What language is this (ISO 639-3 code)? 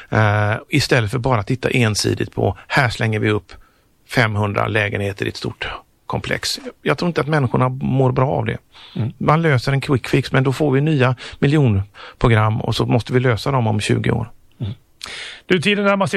swe